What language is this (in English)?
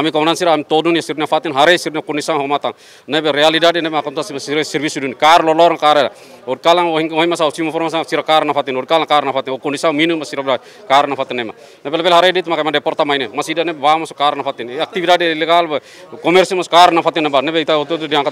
Tetum